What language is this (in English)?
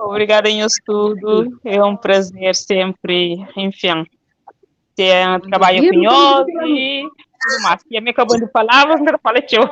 Kabuverdianu